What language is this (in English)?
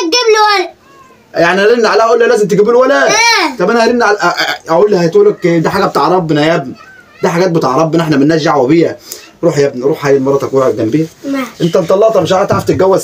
Egyptian Arabic